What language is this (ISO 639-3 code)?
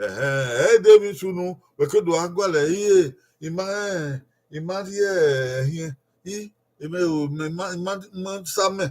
bin